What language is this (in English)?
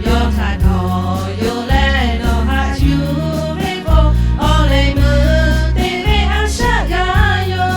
Lahu